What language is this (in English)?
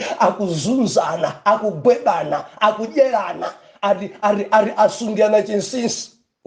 Nyanja